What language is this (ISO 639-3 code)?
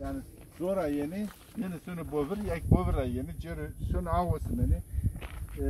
zza